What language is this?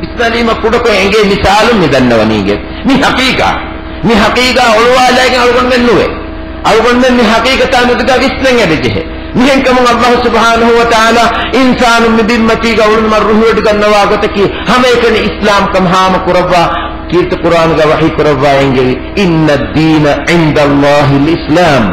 Divehi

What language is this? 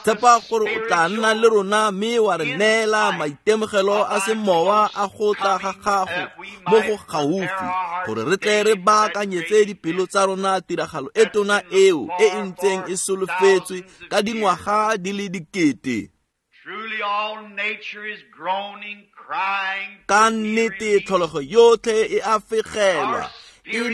Tswana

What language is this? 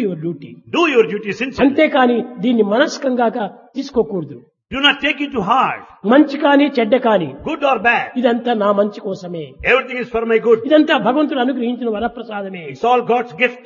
Telugu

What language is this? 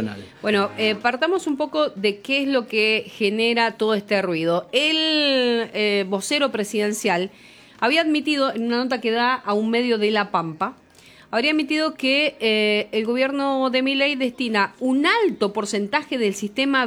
Spanish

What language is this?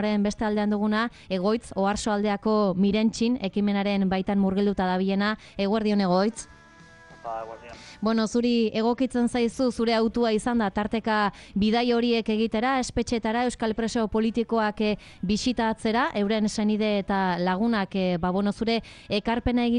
Basque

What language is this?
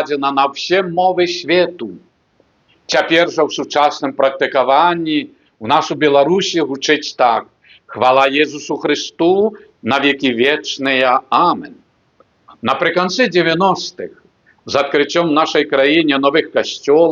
Belarusian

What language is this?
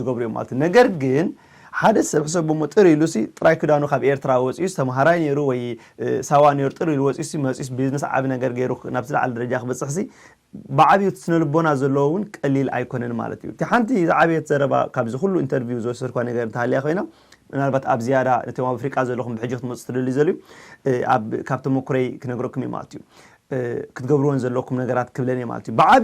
Tigrinya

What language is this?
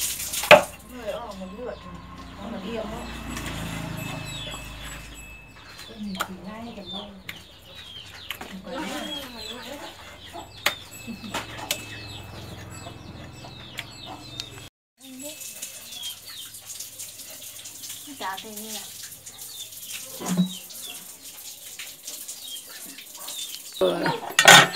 Vietnamese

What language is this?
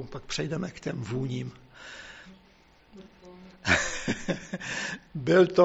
Czech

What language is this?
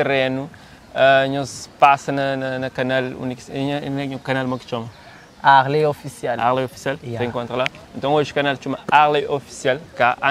Kabuverdianu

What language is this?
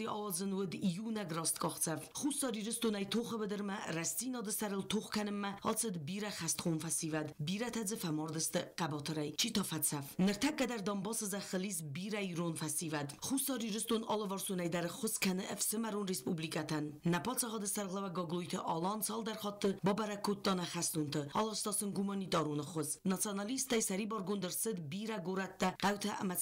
Ossetic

